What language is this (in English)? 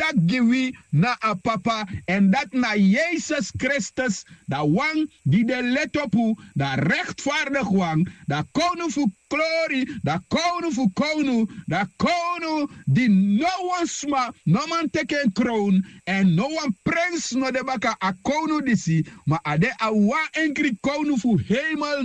Sranan Tongo